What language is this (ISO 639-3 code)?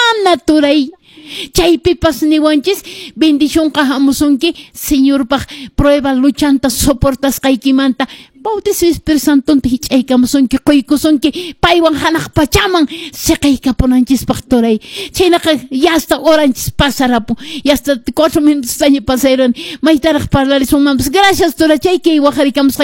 que